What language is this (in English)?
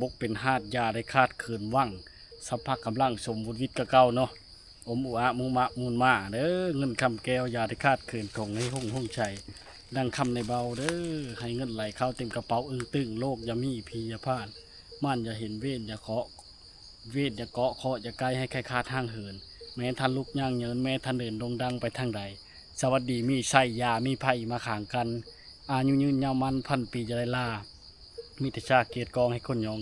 Lao